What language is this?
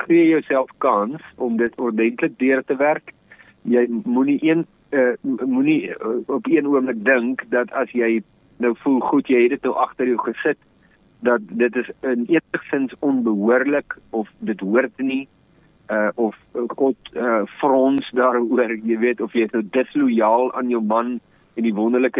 Afrikaans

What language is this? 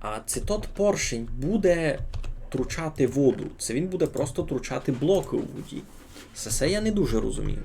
Rusyn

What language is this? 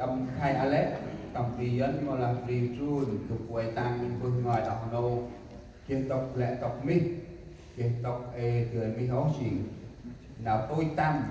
Central Mnong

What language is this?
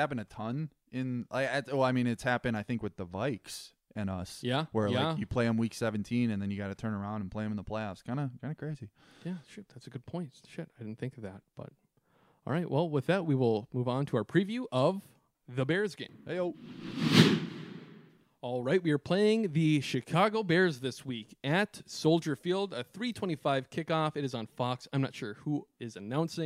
English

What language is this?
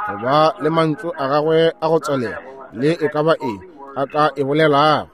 Northern Sotho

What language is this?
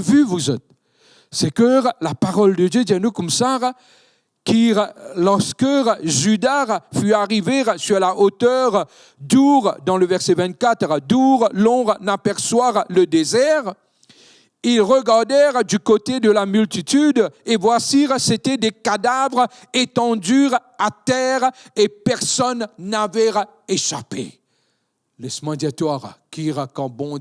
Morisyen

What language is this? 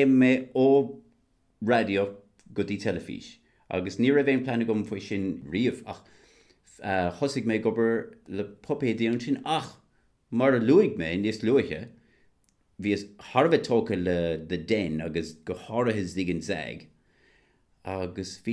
Irish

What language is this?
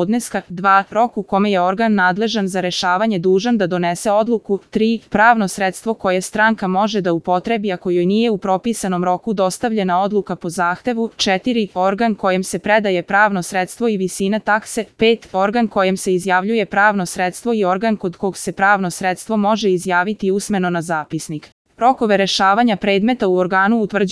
Serbian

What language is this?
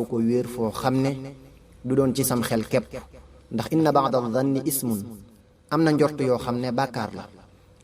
Wolof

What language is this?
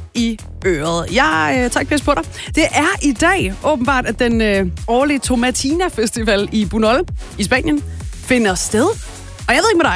Danish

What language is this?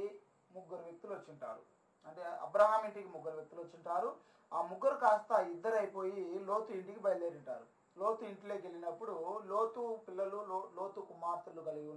Telugu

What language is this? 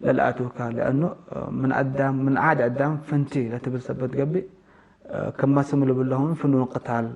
Tigre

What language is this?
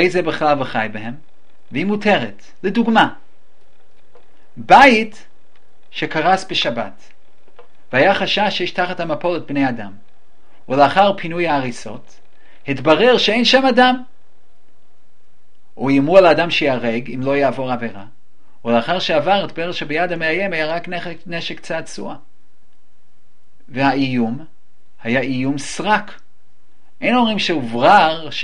Hebrew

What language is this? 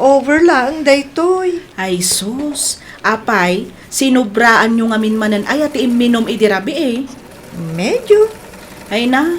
Iloko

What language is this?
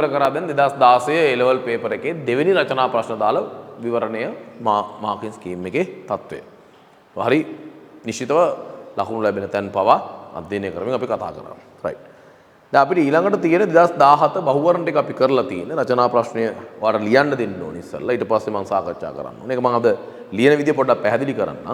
Sinhala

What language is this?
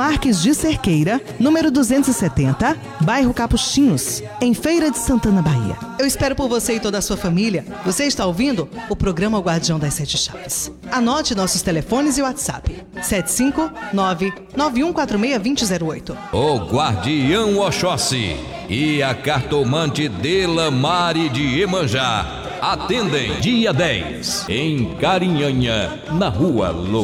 Portuguese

